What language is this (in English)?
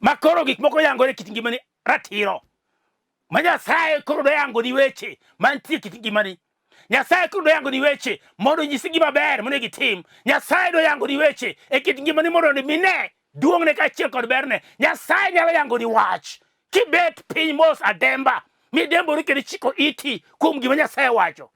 Luo (Kenya and Tanzania)